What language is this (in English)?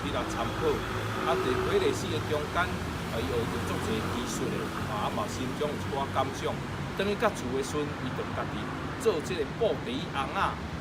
Min Nan Chinese